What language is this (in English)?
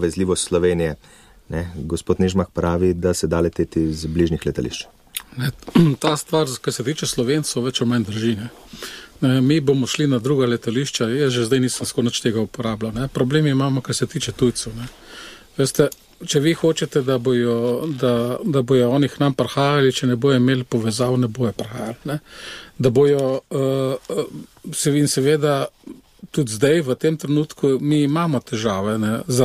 Slovenian